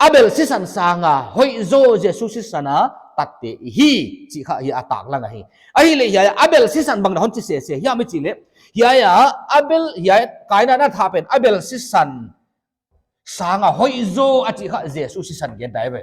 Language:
Paite Chin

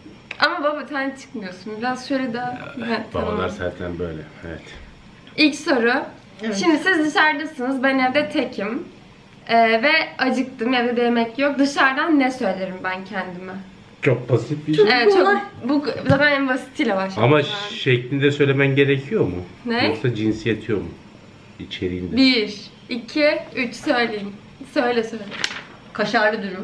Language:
Turkish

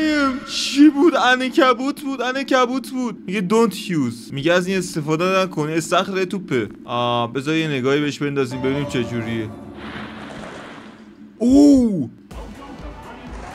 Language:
Persian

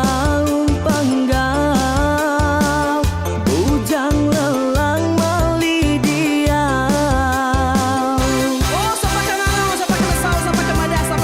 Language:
Iban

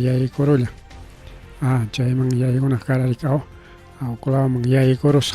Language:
Ayacucho Quechua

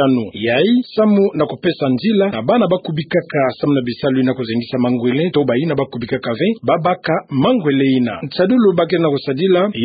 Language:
Kituba (Democratic Republic of Congo)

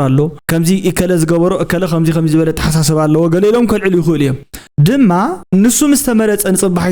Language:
Tigrinya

